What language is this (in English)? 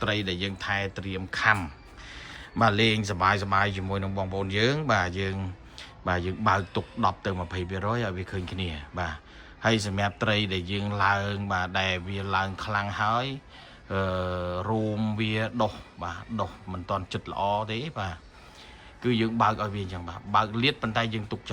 Khmer